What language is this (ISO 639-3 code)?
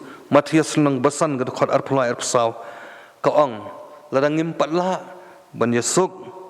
kha